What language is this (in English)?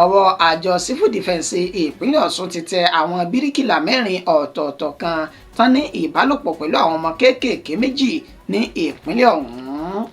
Yoruba